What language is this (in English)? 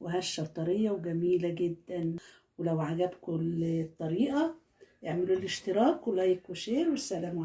Egyptian Arabic